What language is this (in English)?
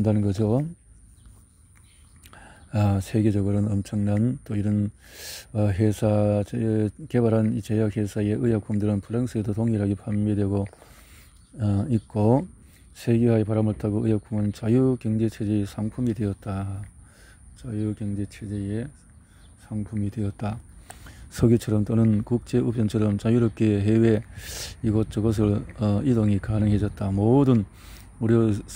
Korean